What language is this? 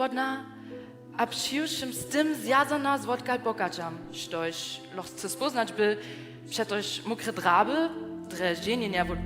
Upper Sorbian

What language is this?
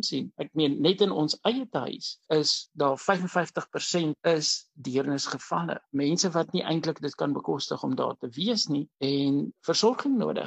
Afrikaans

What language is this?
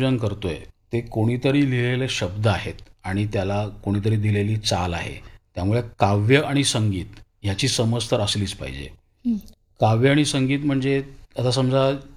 Marathi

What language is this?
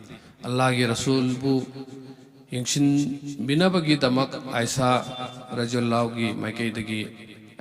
Manipuri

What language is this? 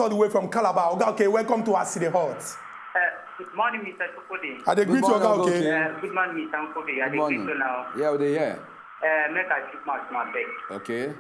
Nigerian Pidgin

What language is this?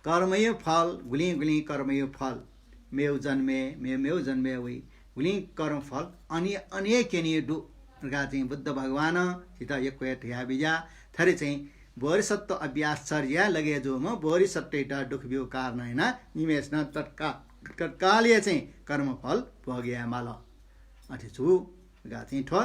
Newari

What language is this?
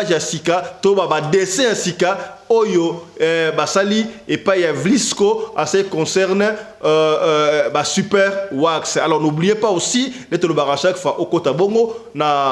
Lingala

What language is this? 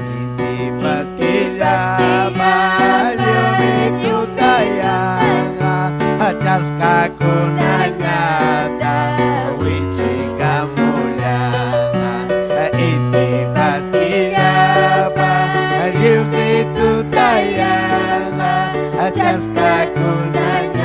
Ayacucho Quechua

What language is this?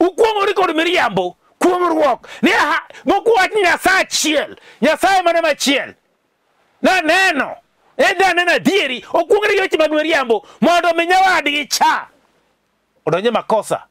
Luo (Kenya and Tanzania)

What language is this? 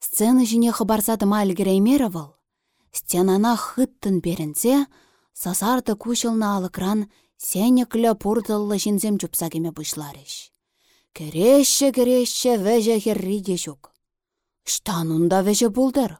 Chuvash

